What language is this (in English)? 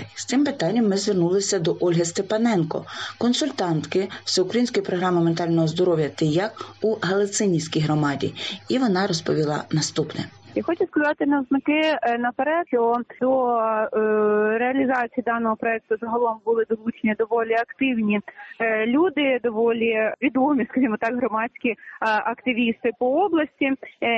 Ukrainian